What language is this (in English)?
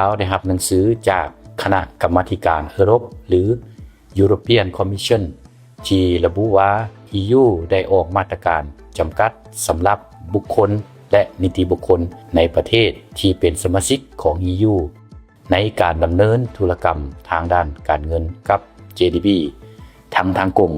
Lao